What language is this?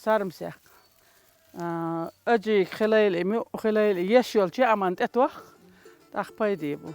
Chechen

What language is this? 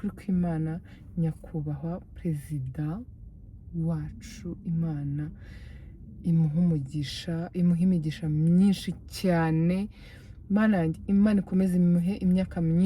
Kinyarwanda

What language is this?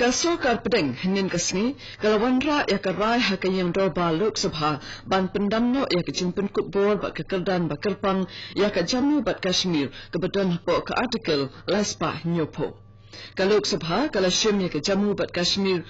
Khasi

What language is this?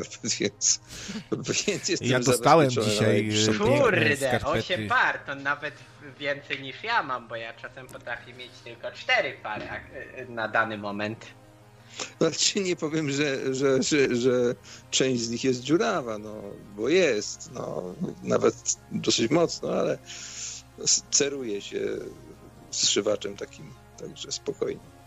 Polish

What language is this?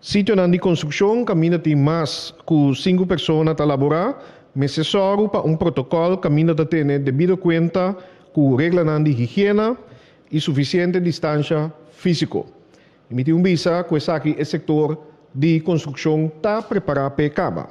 Papiamento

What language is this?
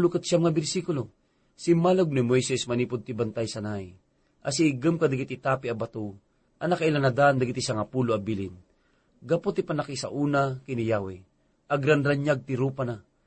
Iloko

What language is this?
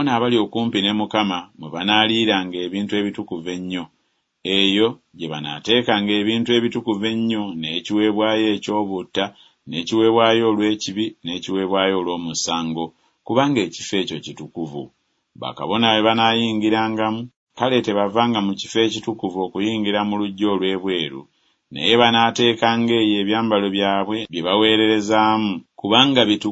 Ganda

